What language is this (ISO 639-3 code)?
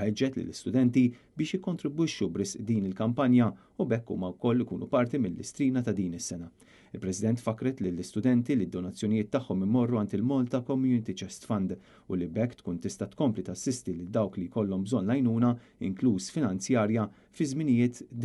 mlt